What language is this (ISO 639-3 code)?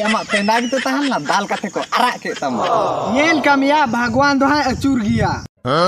sat